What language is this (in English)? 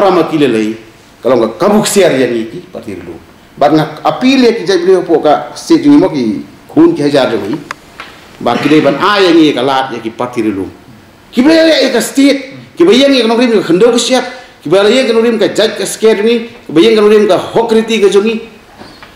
Khasi